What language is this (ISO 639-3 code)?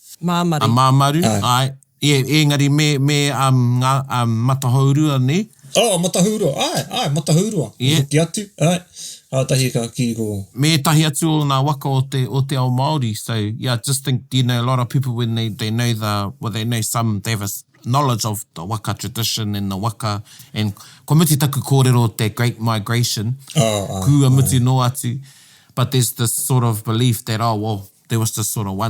mri